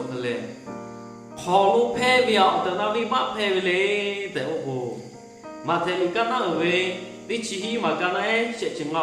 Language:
Lahu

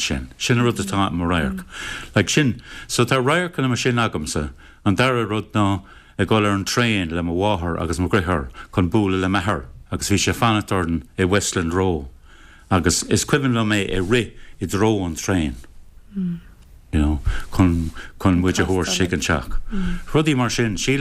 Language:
Irish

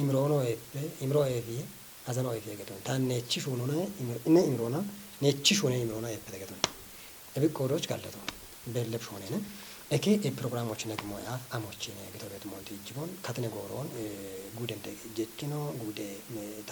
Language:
Kafa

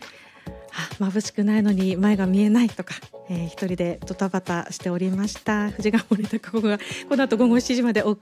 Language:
Japanese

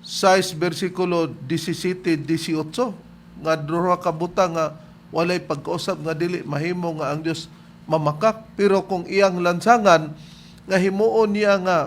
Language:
Cebuano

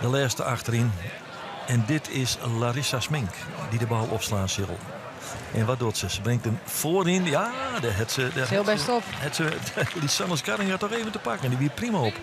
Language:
Western Frisian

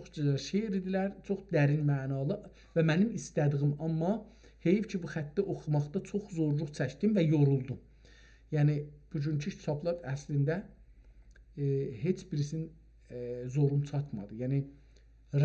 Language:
South Azerbaijani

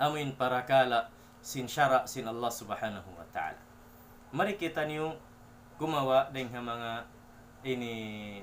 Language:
Tausug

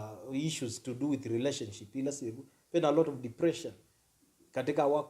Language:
Kamba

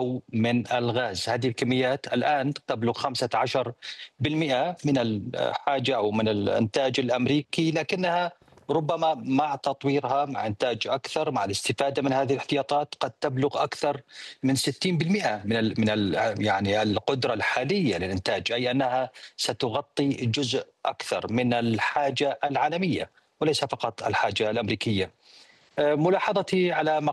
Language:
Arabic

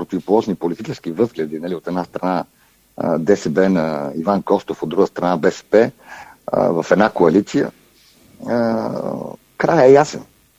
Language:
Bulgarian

